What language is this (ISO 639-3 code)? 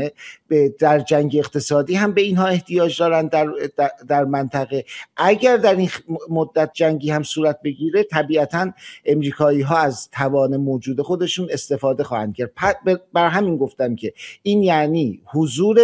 fas